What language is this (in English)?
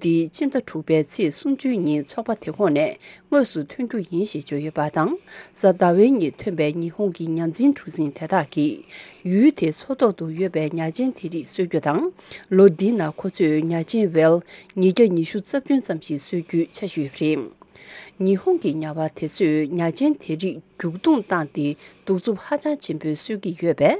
Tibetan